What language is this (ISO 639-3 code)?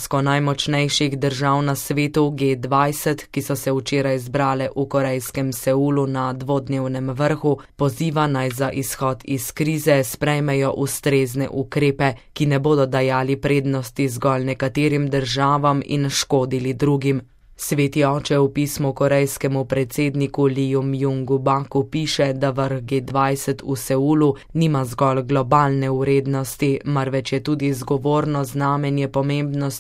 slv